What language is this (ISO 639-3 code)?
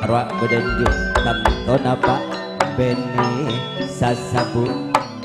mad